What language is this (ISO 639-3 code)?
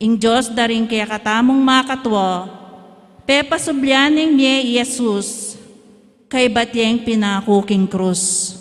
pam